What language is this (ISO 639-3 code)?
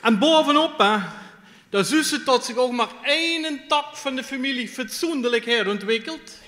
lim